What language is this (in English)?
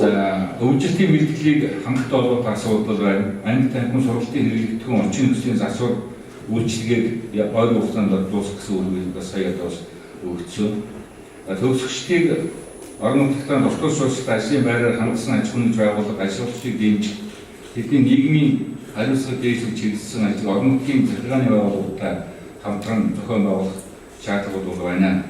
Mongolian